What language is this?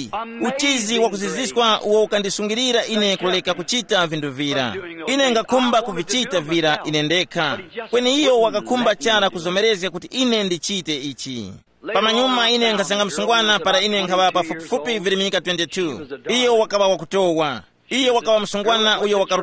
Tumbuka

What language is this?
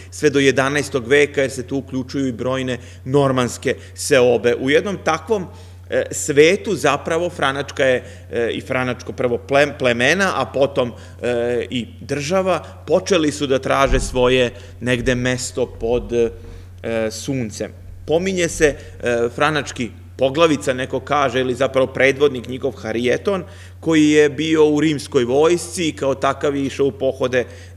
Serbian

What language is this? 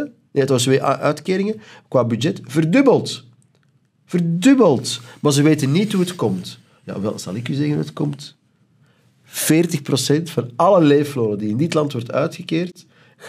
Dutch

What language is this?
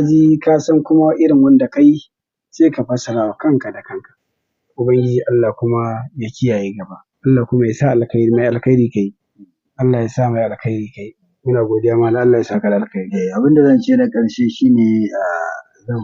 Hausa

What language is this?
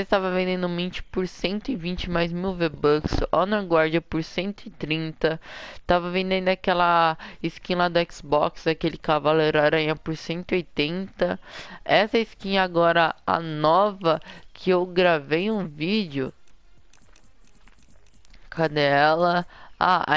Portuguese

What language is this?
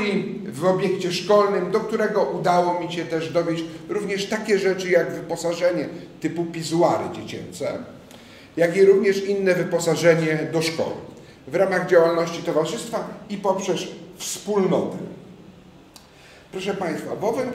Polish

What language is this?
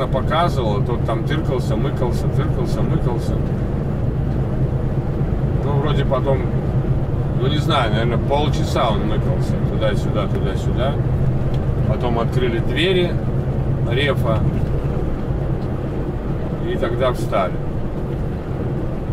Russian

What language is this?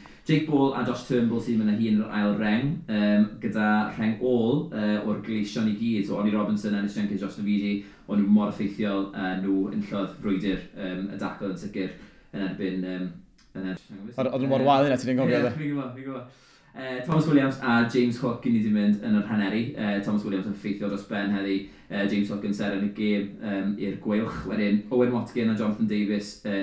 Welsh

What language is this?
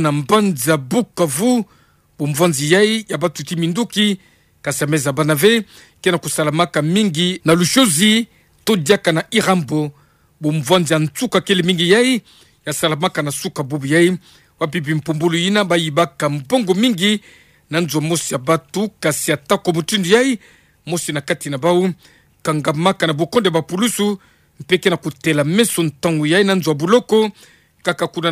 Kituba (Democratic Republic of Congo)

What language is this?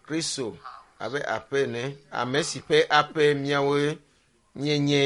Ewe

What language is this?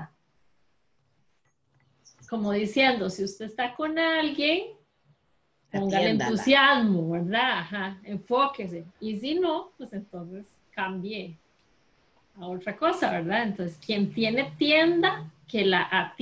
Spanish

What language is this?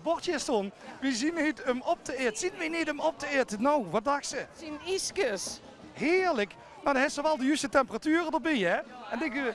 Limburgish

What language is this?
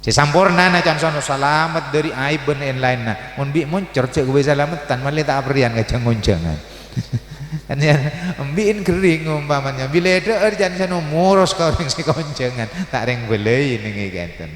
Madurese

